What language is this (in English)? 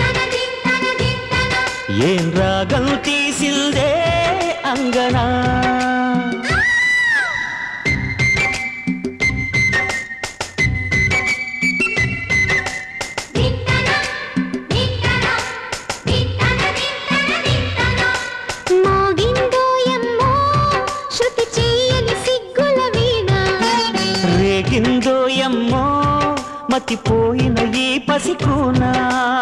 Telugu